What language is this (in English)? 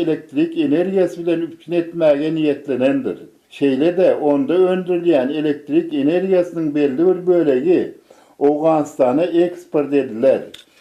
Turkmen